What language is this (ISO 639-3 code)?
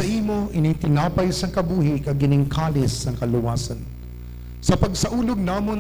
hil